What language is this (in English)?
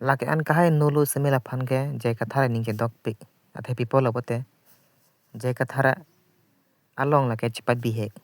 Karbi